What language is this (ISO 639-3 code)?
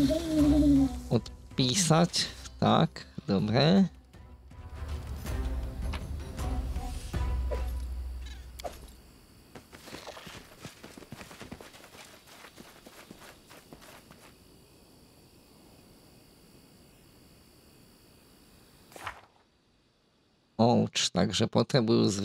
slk